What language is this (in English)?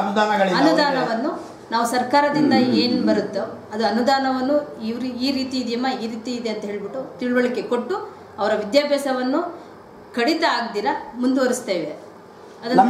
Kannada